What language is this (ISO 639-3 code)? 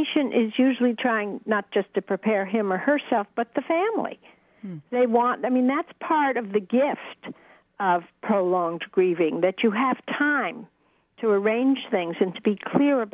eng